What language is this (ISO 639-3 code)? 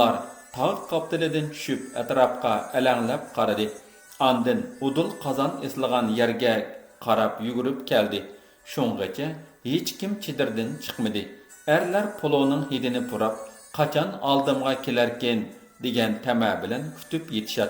uig